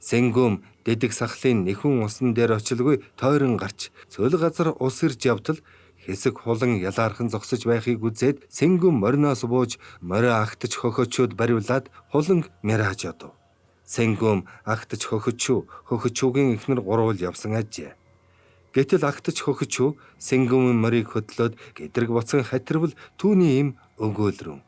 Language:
Mongolian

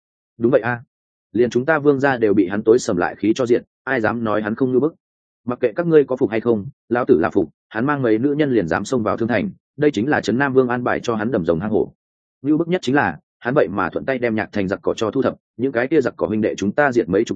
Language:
Vietnamese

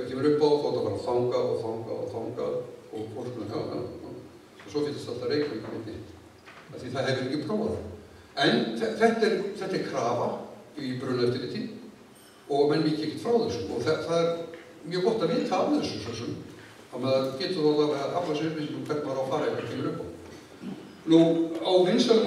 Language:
Icelandic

